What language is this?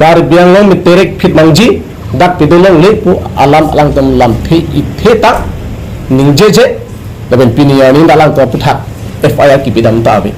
Karbi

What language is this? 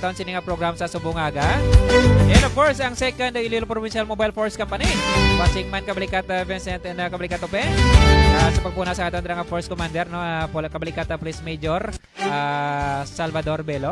Hiligaynon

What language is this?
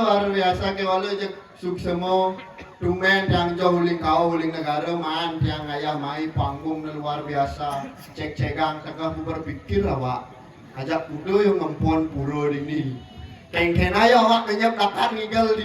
Balinese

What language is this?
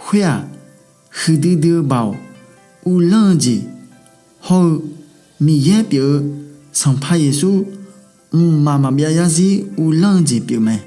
Akha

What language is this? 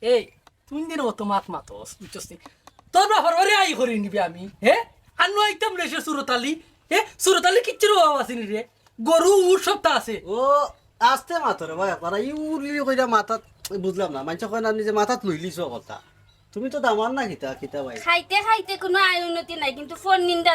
Sylheti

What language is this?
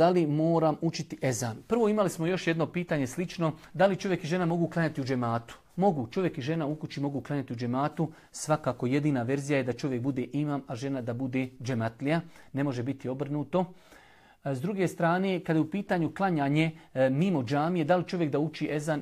Bosnian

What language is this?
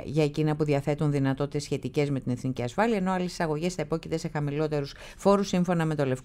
Greek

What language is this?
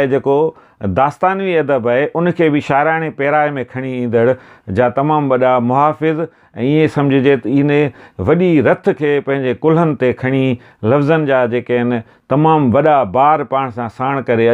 Sindhi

